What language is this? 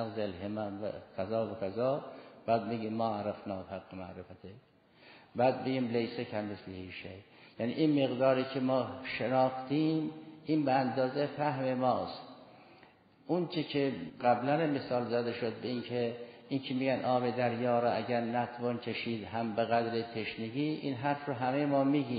Persian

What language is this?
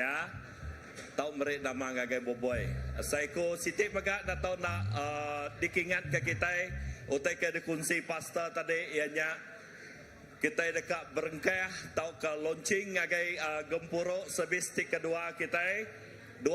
Iban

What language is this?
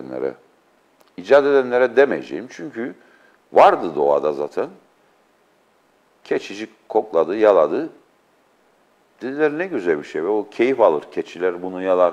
Turkish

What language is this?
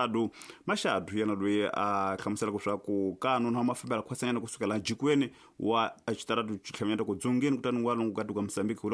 Tsonga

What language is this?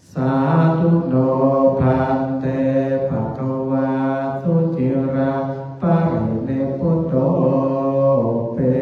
Pali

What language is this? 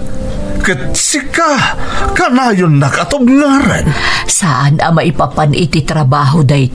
Iloko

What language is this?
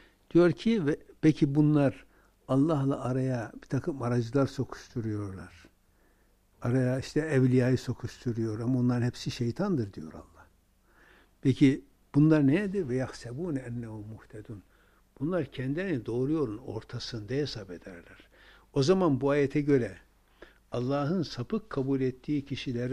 Turkish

